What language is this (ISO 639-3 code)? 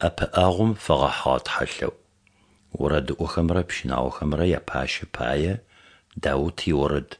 ady